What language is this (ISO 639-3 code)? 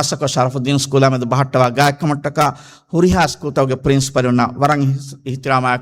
div